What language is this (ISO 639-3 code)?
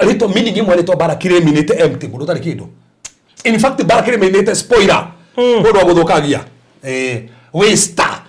kik